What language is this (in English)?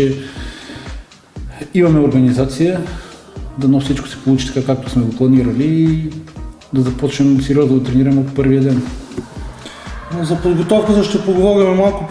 Bulgarian